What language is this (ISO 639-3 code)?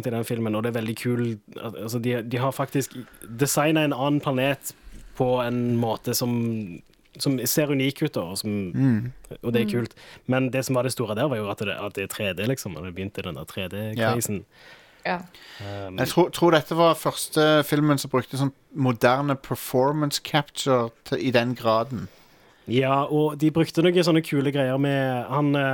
nor